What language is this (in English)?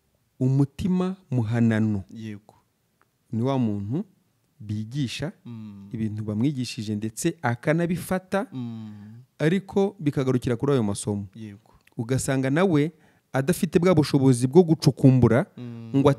Kinyarwanda